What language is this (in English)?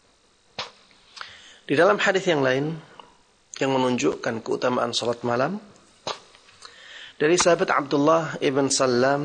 Indonesian